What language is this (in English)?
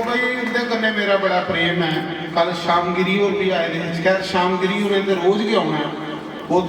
Dogri